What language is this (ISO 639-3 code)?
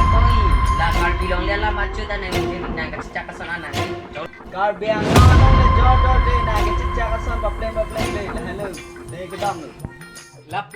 mjw